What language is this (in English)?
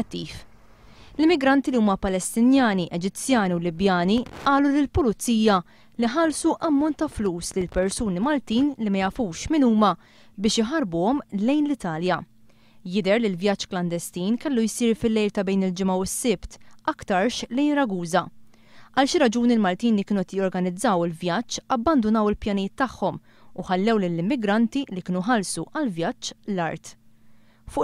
Maltese